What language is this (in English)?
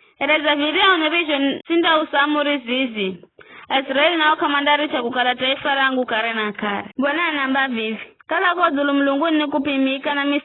Giryama